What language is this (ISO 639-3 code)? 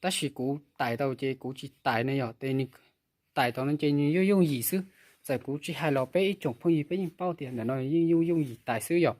hmn